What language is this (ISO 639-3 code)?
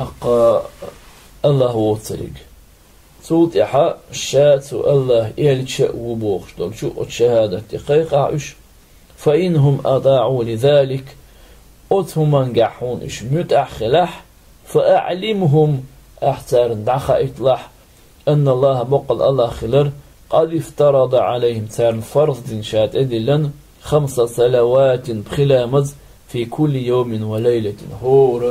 che